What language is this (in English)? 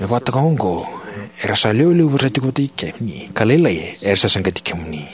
Fijian